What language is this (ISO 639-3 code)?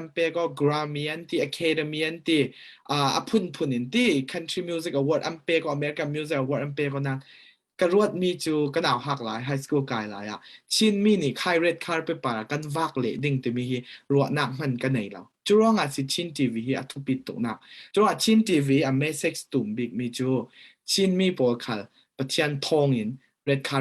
cfm